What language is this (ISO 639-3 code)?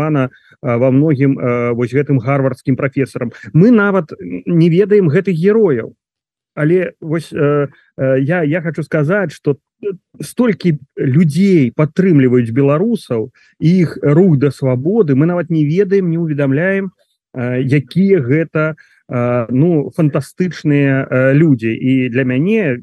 bel